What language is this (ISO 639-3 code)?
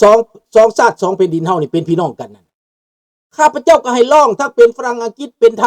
lao